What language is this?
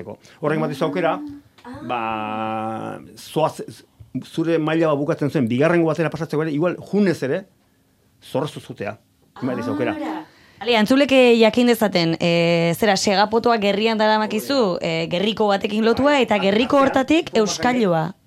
Basque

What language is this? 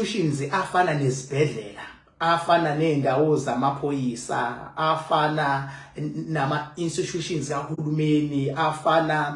Zulu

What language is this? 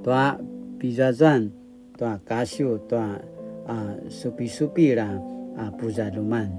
Paiwan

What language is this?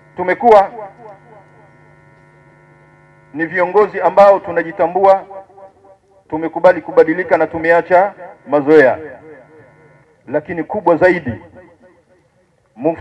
Swahili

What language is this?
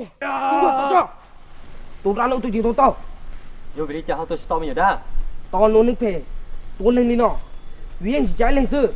Hmong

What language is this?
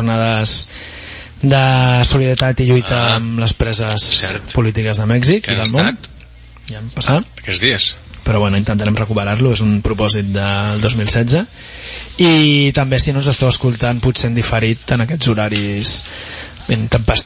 Catalan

